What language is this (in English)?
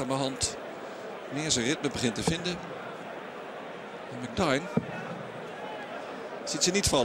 Dutch